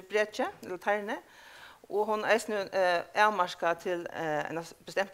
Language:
Faroese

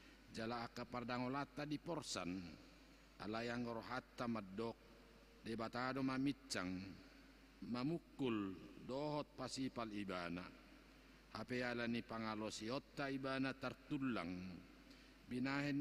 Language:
Batak Toba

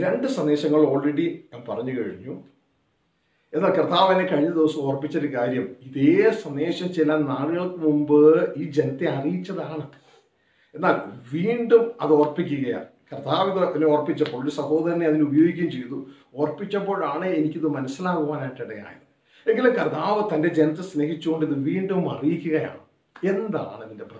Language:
Malayalam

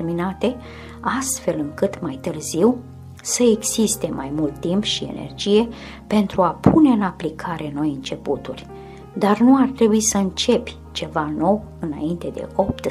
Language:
Romanian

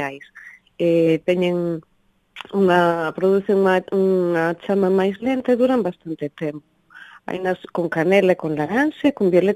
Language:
Galician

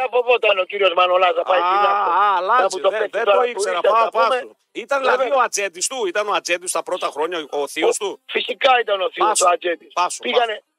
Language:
Greek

